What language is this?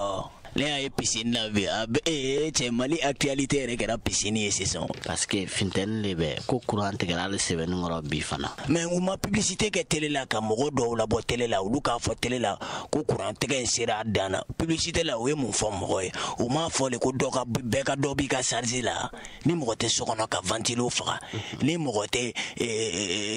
Bambara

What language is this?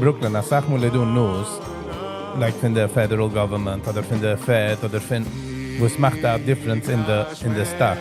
Yiddish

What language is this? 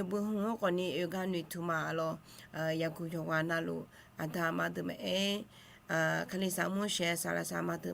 Akha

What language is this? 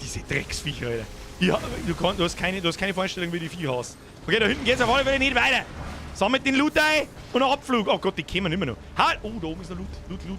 Bavarian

